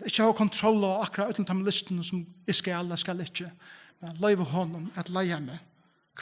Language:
Faroese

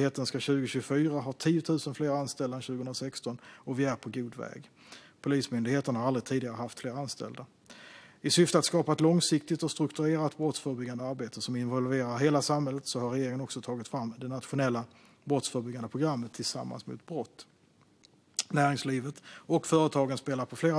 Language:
Swedish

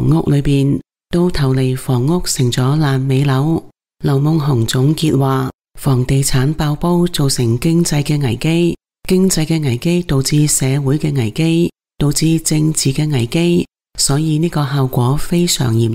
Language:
Cantonese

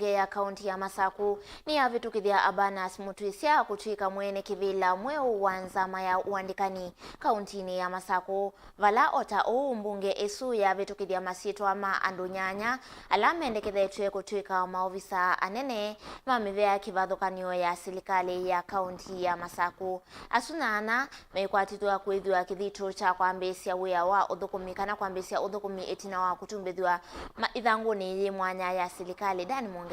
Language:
Kamba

